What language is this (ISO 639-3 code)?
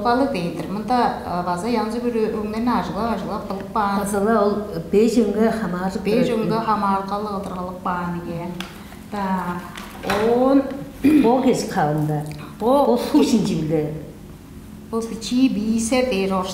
tyv